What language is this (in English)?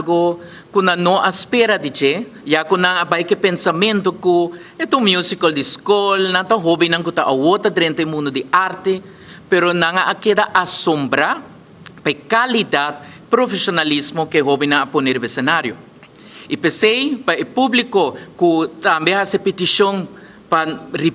Papiamento